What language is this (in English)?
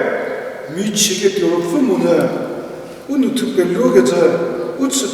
Angami Naga